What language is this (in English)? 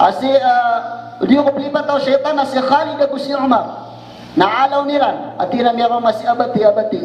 Maranao